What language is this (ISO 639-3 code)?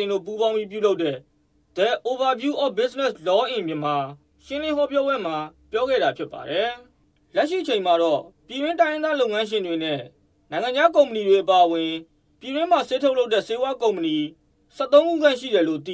mya